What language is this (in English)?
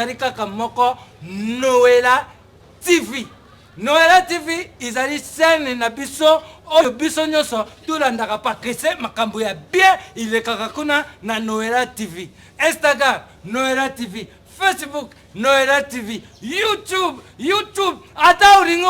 Lingala